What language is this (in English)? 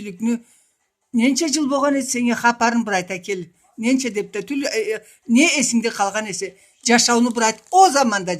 Karachay-Balkar